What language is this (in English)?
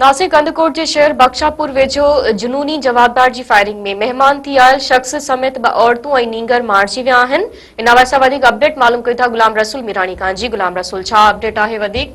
Sindhi